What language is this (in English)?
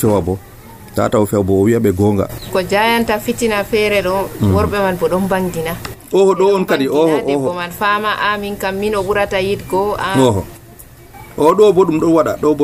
Nigerian Fulfulde